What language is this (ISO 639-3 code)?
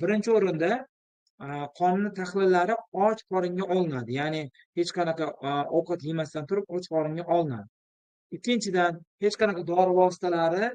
uzb